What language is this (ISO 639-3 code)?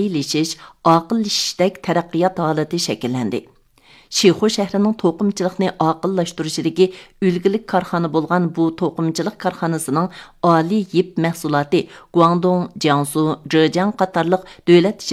uig